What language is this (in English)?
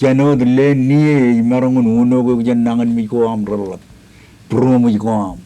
Marshallese